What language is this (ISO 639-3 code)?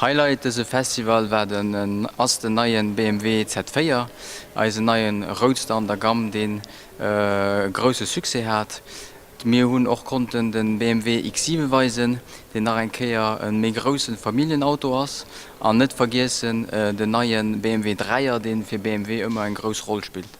ltz